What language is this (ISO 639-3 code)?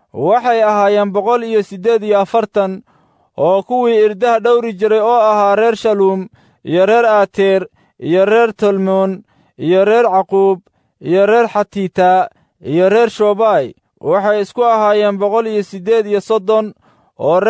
som